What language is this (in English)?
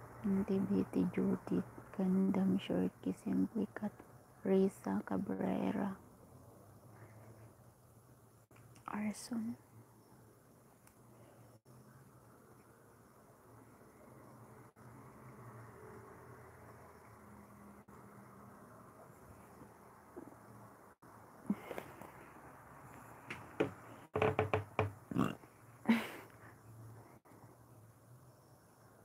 Filipino